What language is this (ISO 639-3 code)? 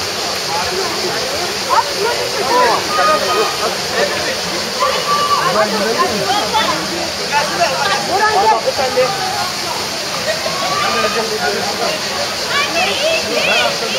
tur